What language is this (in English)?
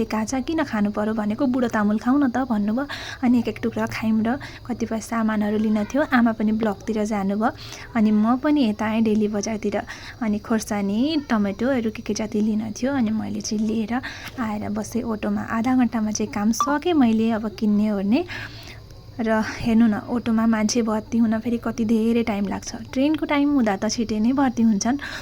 Nepali